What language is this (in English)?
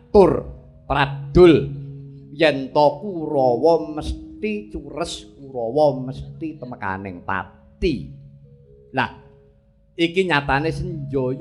Javanese